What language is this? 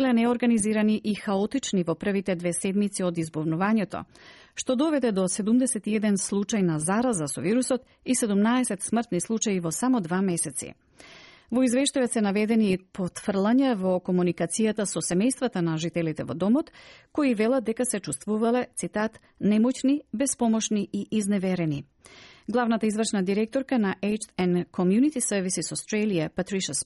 Macedonian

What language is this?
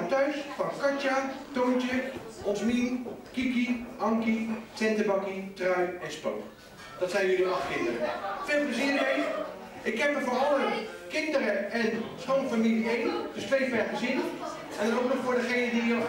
Dutch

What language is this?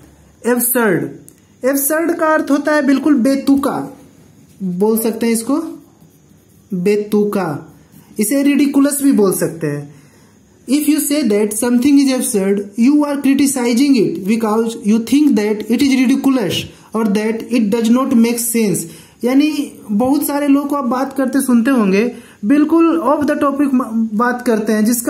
Hindi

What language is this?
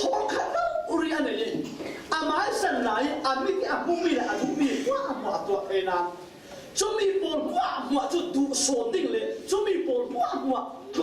Falam Chin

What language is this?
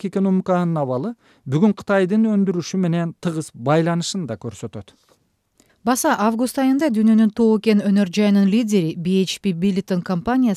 Kyrgyz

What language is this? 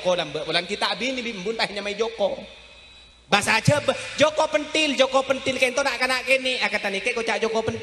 Madurese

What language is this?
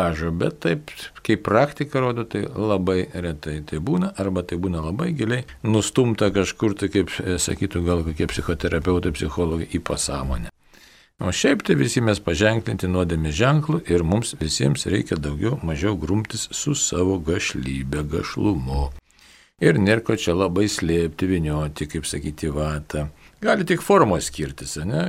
Lithuanian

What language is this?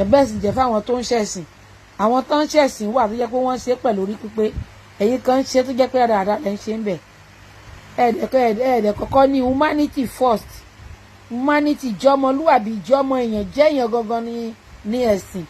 Yoruba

